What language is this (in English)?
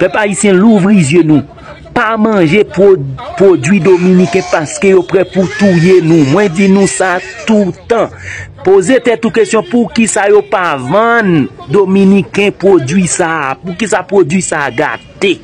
Haitian Creole